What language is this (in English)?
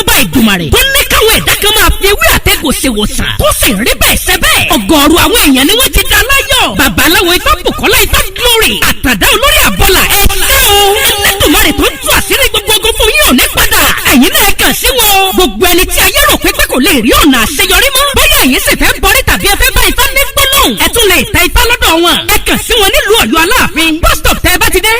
Yoruba